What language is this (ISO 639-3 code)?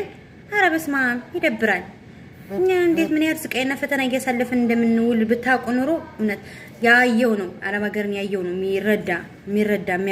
amh